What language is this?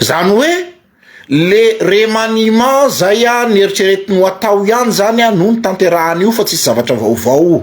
Malagasy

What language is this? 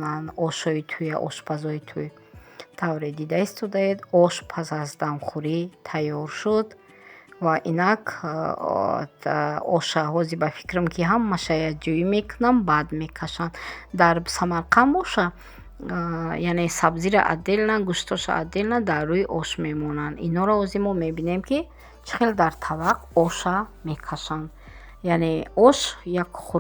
Tajik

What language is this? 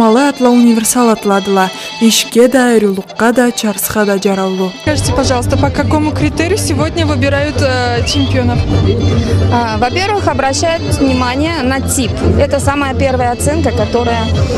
Karachay-Balkar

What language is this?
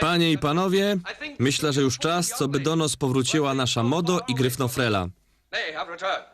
Silesian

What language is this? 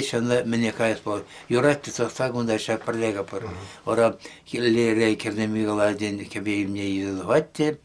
Chuvash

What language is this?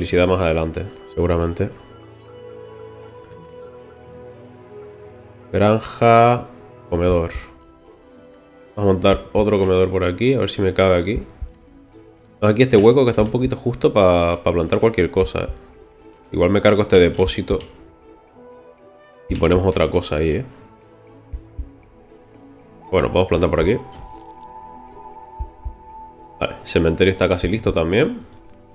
Spanish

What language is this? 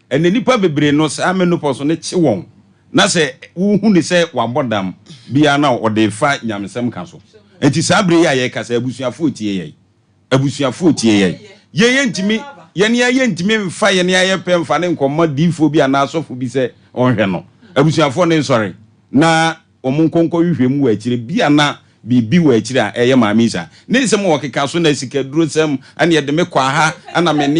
Akan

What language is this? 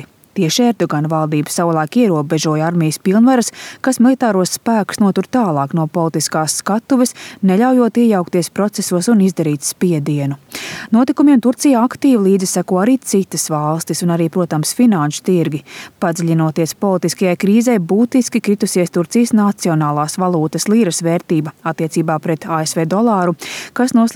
Latvian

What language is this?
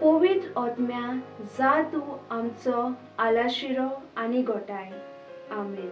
Konkani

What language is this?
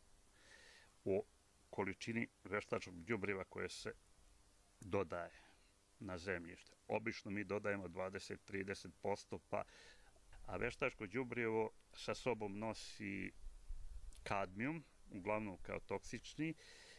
Serbian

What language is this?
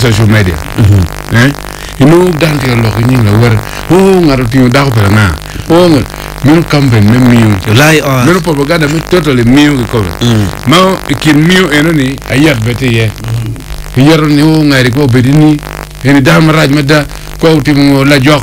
Acoli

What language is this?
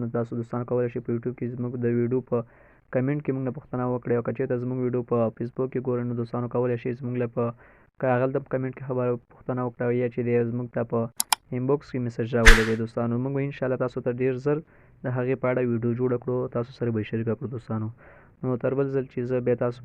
Pashto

